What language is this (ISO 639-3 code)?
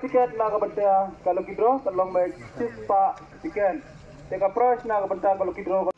kha